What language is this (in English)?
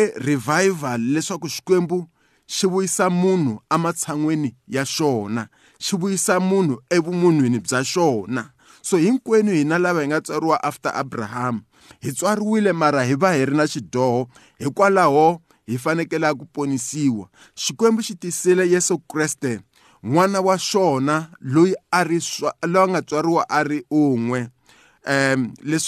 Tsonga